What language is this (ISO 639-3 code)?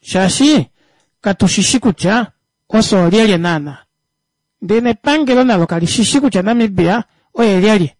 kua